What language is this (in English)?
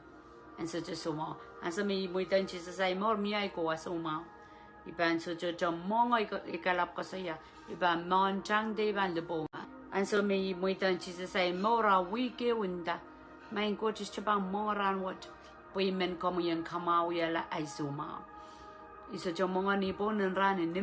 Pohnpeian